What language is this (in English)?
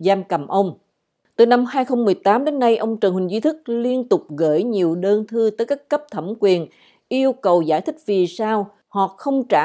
Vietnamese